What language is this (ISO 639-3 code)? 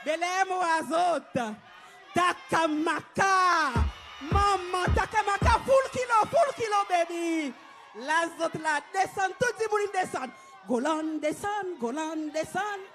crs